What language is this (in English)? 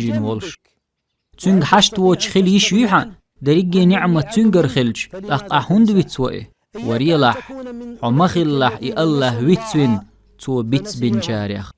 Chechen